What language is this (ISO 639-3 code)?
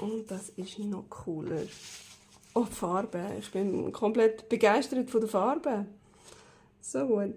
gsw